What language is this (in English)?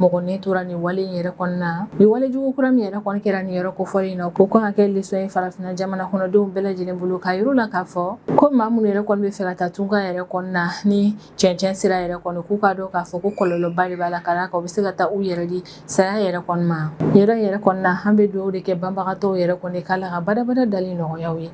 Bambara